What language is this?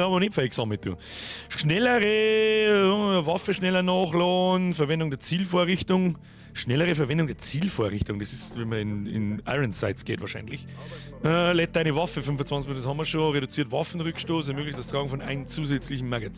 Bavarian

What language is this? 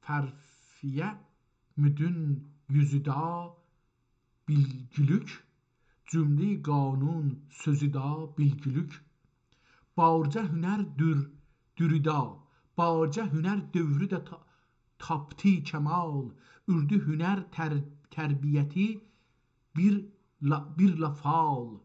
South Azerbaijani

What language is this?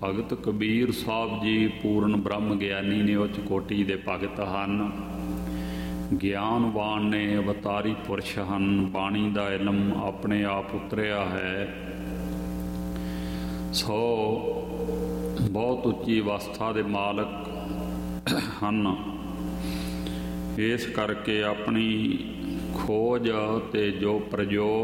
Punjabi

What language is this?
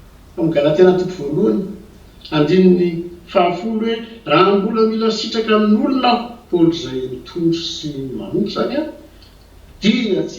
Malagasy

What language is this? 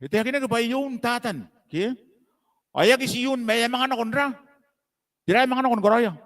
Gilbertese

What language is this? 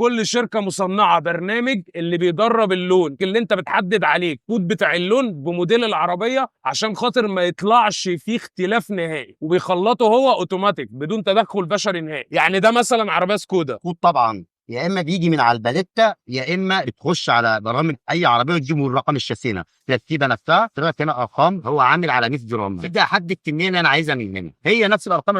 Egyptian Arabic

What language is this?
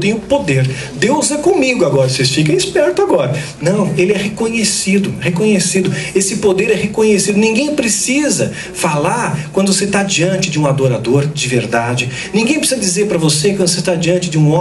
Portuguese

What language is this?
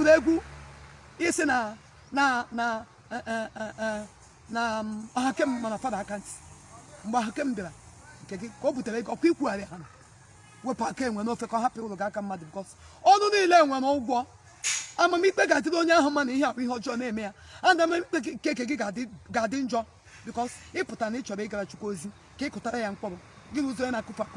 Igbo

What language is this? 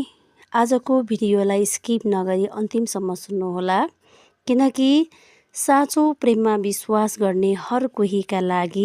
Nepali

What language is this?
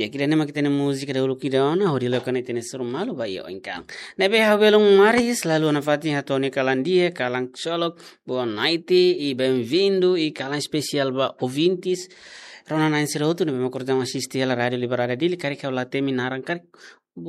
Tetum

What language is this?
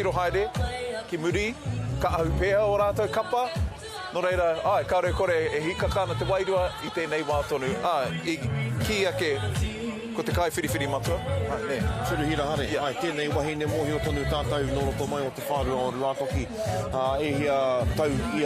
Māori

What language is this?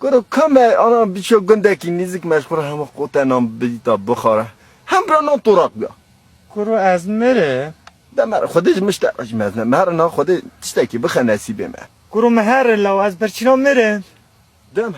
Kurdish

